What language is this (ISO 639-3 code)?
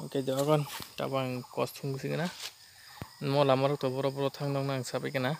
trp